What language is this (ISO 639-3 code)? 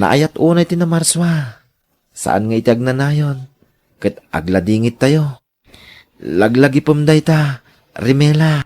ilo